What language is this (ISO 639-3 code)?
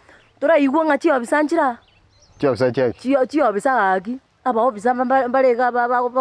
guz